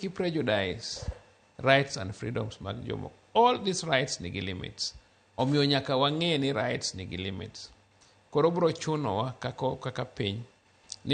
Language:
Luo (Kenya and Tanzania)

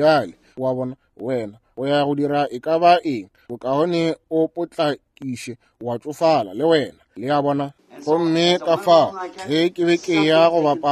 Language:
Northern Sotho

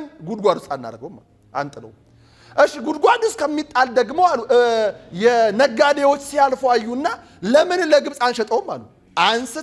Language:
Amharic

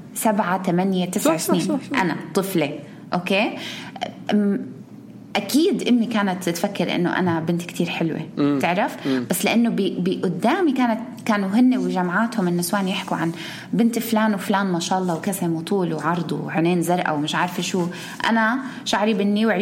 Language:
North Levantine Arabic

